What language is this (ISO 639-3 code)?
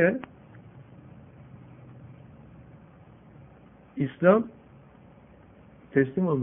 tur